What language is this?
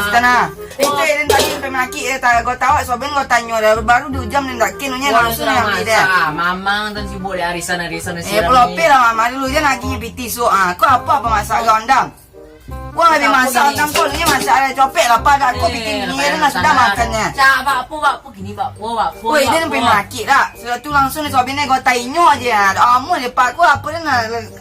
Minangkabau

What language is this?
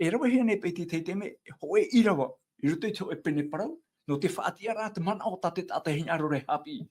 Tahitian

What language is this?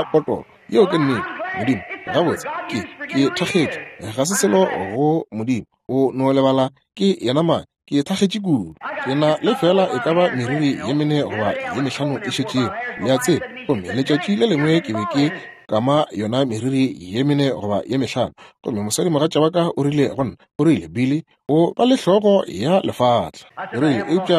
Northern Sotho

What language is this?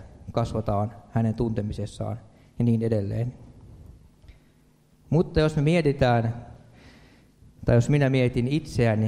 Finnish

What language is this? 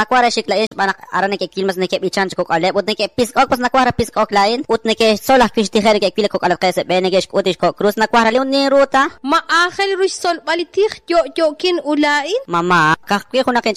Kekchí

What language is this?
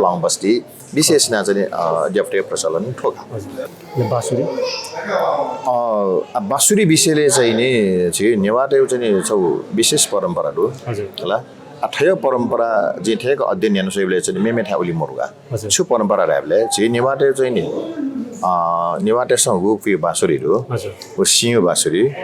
Newari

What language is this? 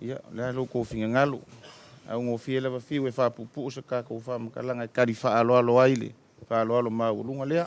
Samoan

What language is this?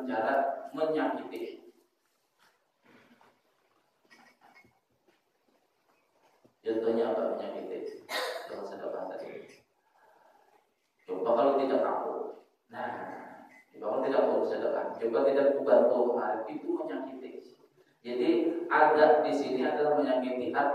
Indonesian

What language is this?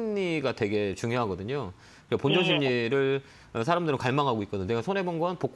Korean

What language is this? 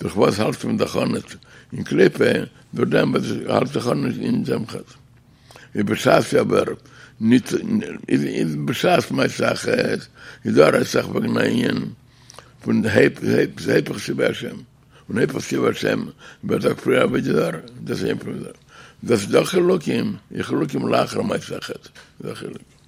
Yiddish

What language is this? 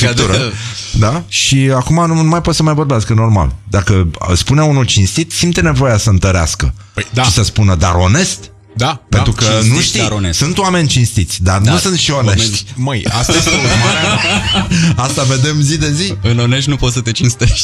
Romanian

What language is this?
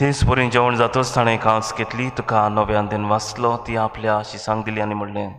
Konkani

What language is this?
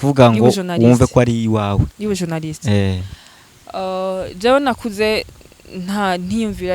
Rundi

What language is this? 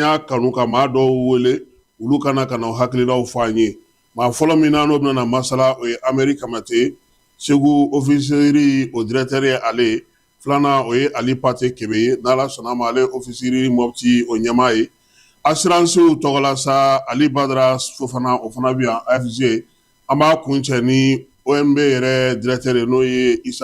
Bambara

